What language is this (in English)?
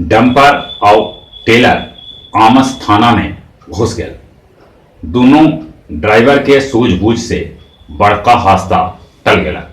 Magahi